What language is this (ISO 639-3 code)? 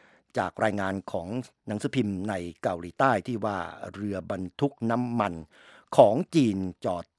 tha